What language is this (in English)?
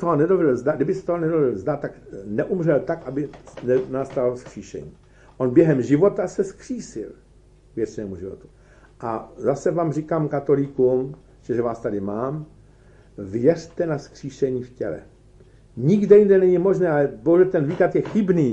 Czech